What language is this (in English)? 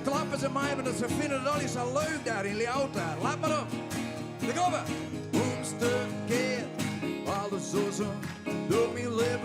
Western Frisian